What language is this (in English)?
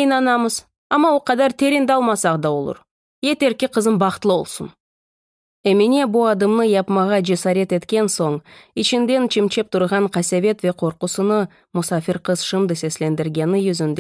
Crimean Tatar